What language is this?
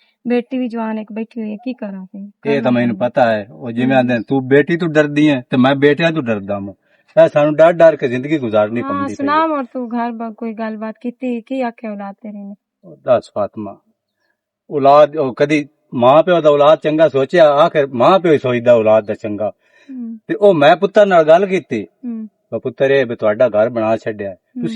Western Panjabi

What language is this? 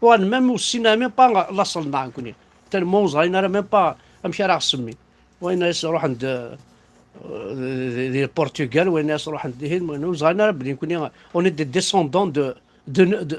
Kabyle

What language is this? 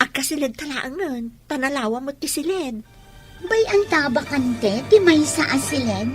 Iloko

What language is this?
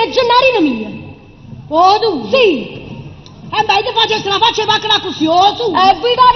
Neapolitan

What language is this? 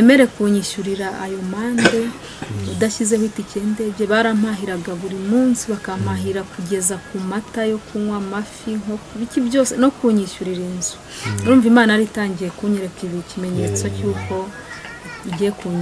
Kinyarwanda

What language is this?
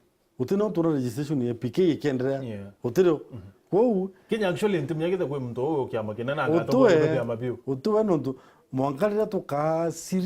Meru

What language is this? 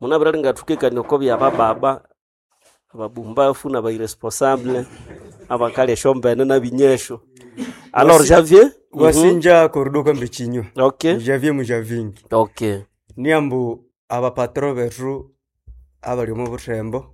Nande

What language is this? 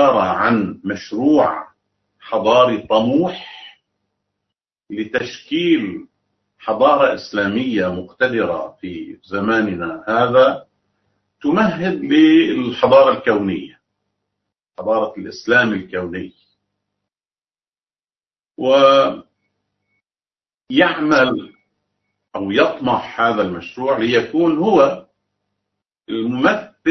Arabic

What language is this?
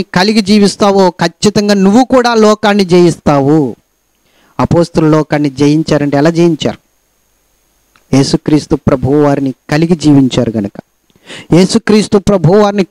Telugu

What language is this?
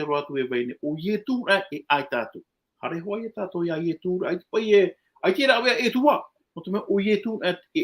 Tahitian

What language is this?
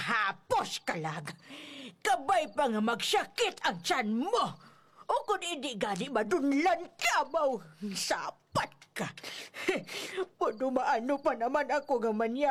Hiligaynon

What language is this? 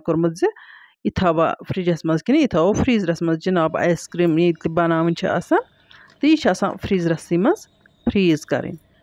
Kashmiri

